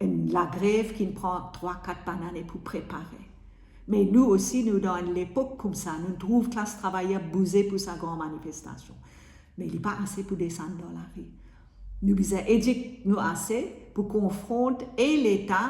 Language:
Morisyen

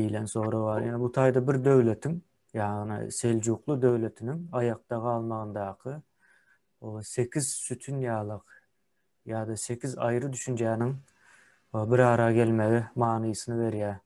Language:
Turkmen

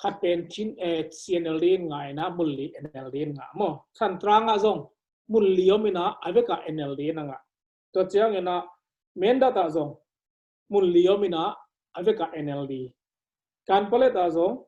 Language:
Tedim Chin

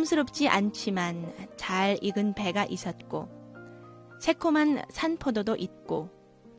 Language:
Korean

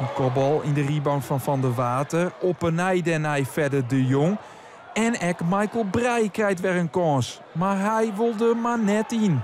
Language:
Western Frisian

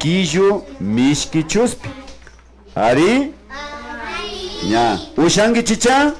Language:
Imbabura Highland Quichua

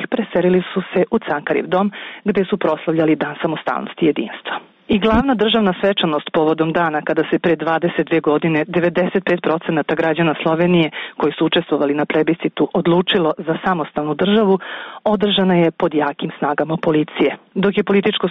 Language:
Serbian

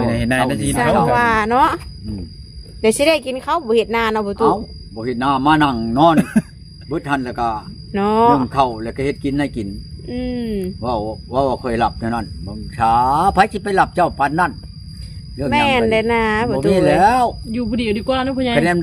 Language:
Lao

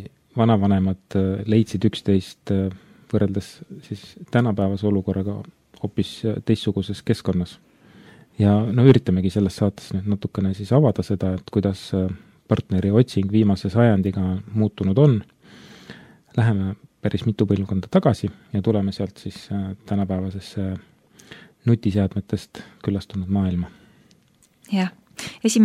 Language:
Estonian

